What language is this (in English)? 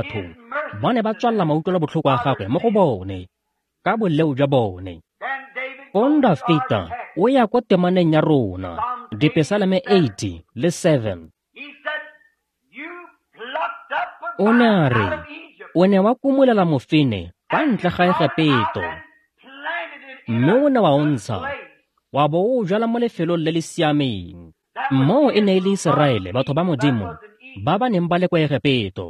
Tswana